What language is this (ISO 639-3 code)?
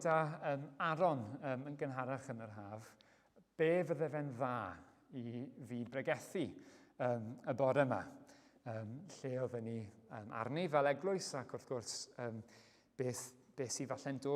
cym